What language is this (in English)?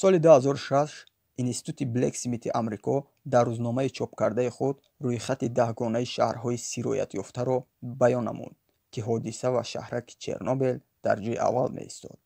Tajik